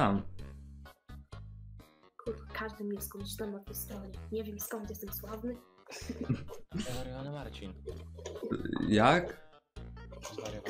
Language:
Polish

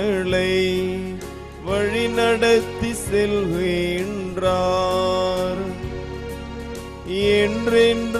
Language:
Tamil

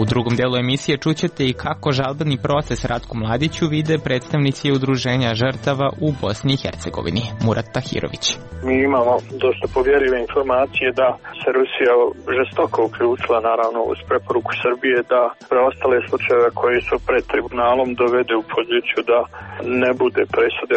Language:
Serbian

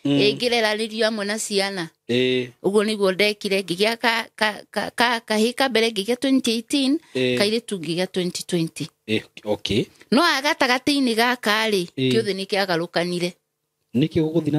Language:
Kikuyu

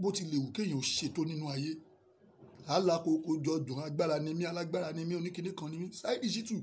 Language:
Yoruba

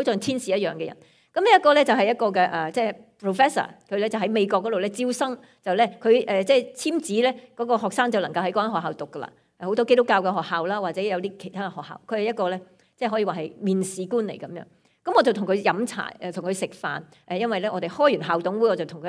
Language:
Cantonese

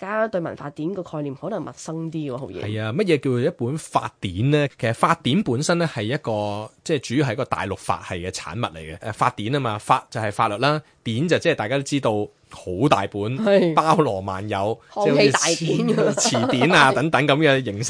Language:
Cantonese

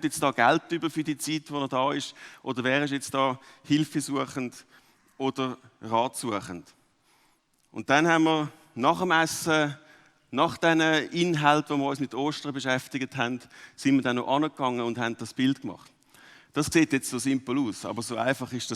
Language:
Swiss German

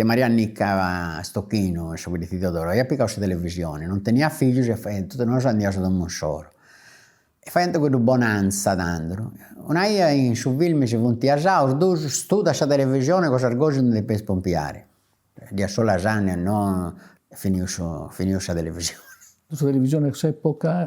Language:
Sardinian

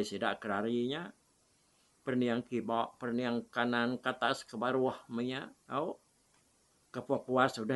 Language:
Iban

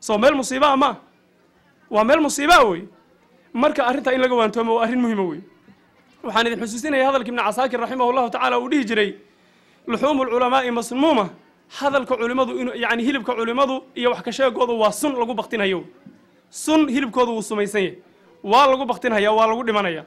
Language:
Somali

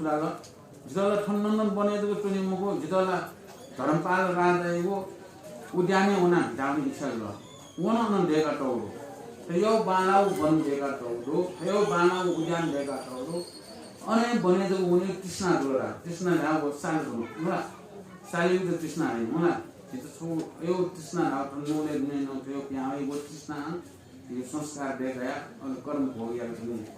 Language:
Newari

